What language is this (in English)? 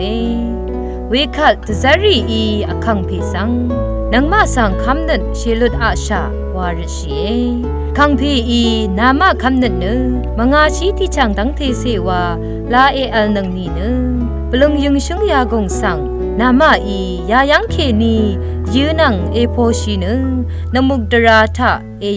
Rawang